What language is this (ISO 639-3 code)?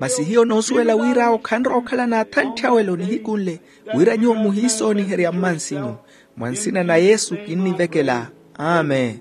vmw